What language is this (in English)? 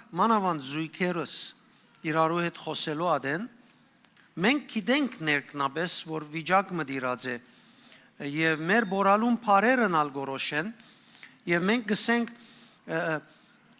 Western Armenian